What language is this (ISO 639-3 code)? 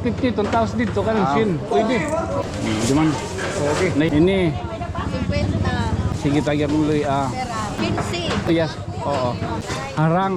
war